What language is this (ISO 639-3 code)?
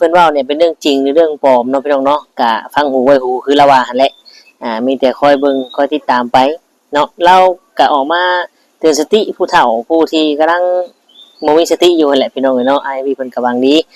tts